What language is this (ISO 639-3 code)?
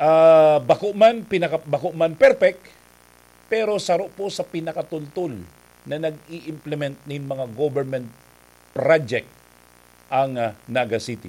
bik